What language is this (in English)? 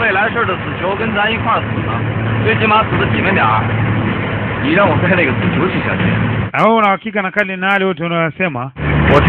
Swahili